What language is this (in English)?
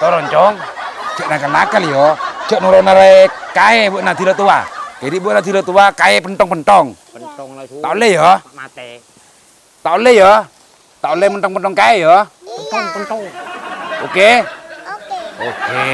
Madurese